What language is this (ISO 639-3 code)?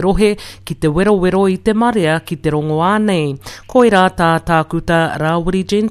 mri